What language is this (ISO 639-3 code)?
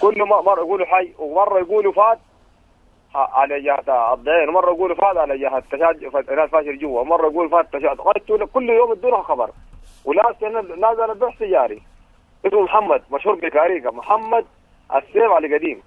apd